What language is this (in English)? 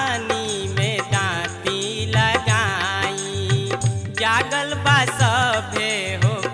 Bhojpuri